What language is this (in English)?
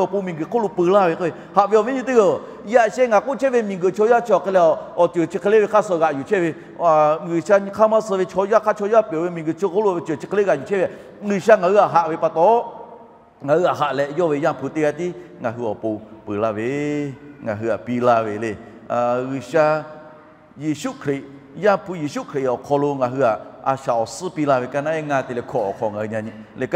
Lahu